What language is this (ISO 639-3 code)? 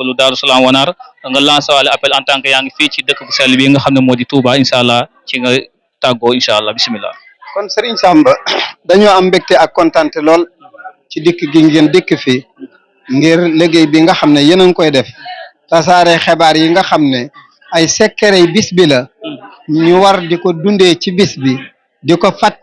wol